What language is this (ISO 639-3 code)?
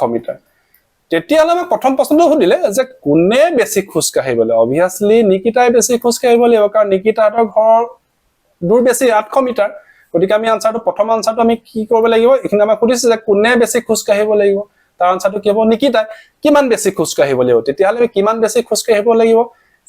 asm